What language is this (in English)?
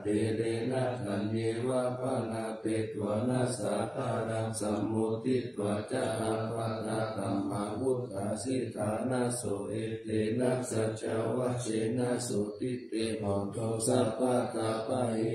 Pali